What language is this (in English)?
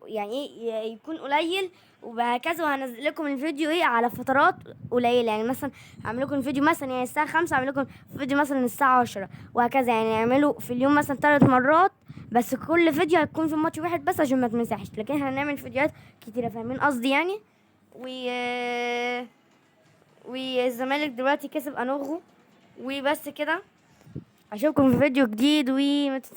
Egyptian Arabic